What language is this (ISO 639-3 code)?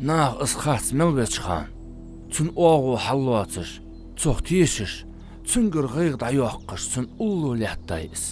inh